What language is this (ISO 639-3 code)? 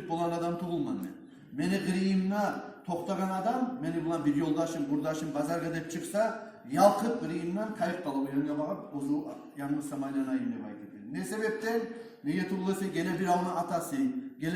kum